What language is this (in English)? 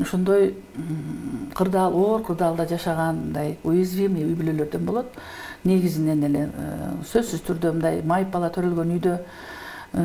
Kyrgyz